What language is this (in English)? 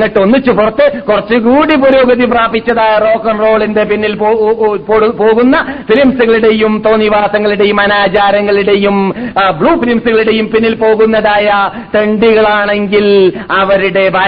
Malayalam